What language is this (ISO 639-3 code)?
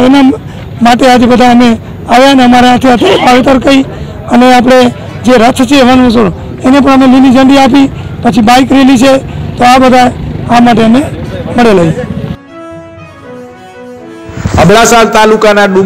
guj